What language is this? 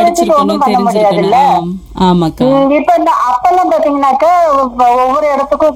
Tamil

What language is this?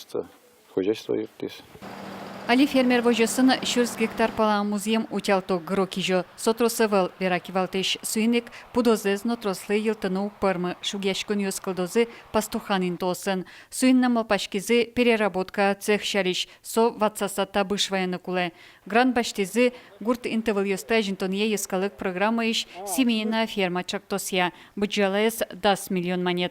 Udmurt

